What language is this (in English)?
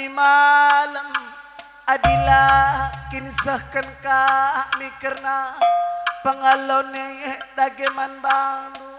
Batak Karo